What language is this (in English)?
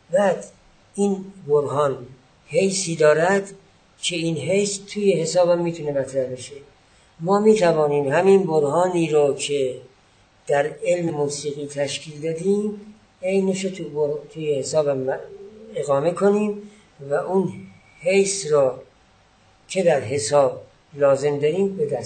Persian